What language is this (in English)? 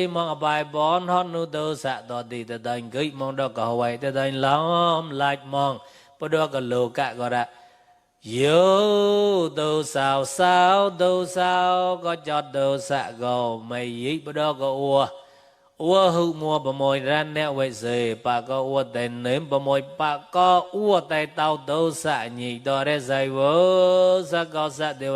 Mon